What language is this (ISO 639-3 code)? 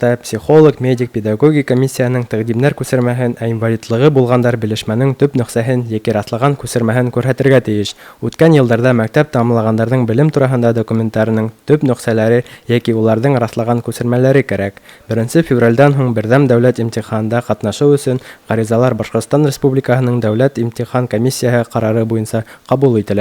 bak